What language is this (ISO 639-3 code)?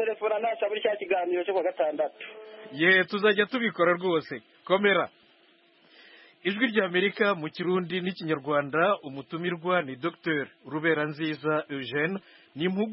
kin